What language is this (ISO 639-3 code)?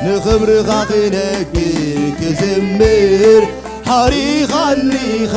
tir